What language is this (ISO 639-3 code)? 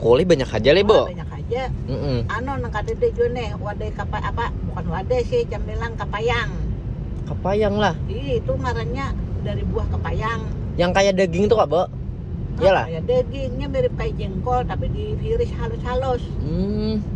bjn